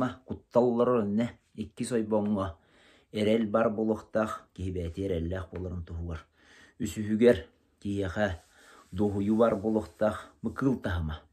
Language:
Yakut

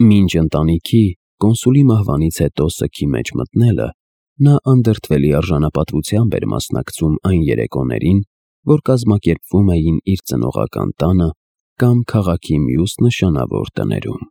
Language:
Armenian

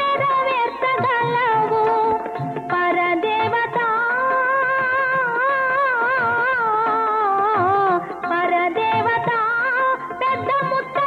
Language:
Telugu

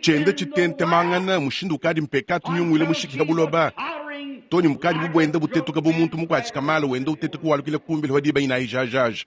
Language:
Luba-Lulua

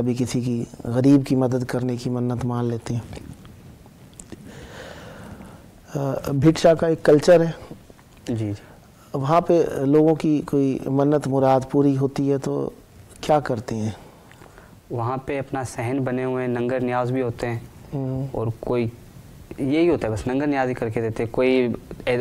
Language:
Urdu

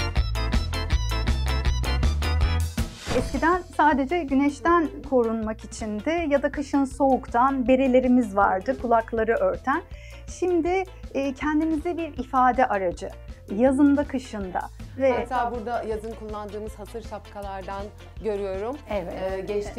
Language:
Turkish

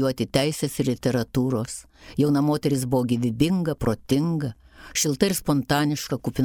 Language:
Lithuanian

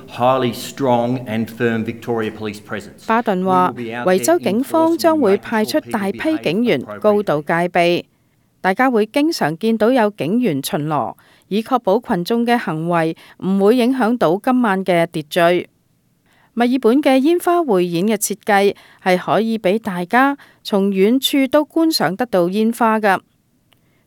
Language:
Cantonese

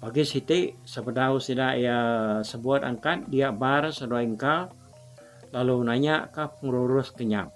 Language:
Iban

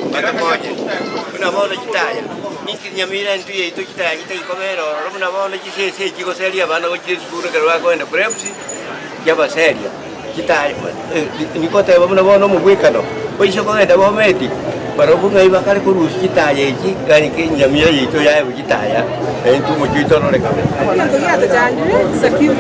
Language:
Gusii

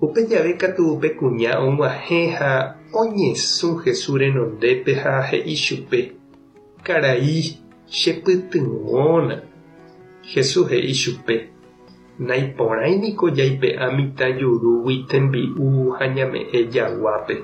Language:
Guarani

